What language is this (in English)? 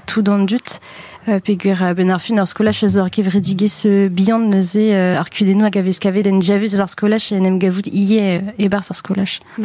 Breton